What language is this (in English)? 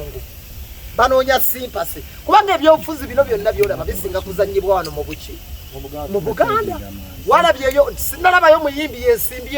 Ganda